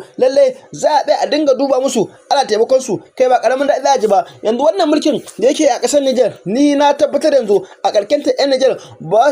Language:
Hausa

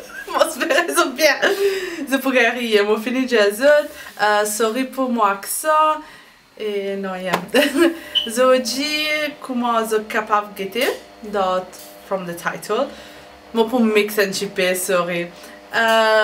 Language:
Morisyen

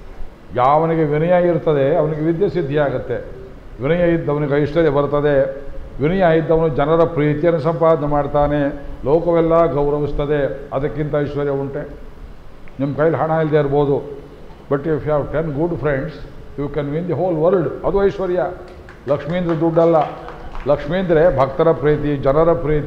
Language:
Kannada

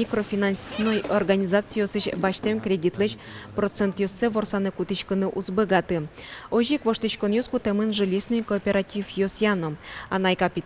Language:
Udmurt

